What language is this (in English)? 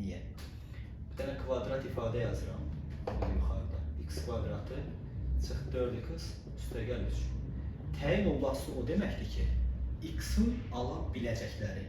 Azerbaijani